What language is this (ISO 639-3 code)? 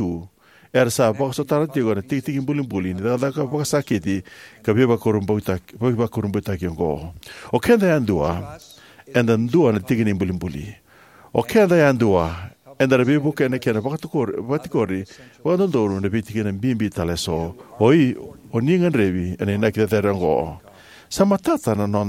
fij